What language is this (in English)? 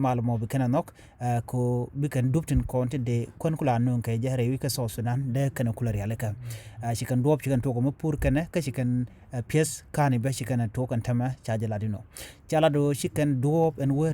Nuer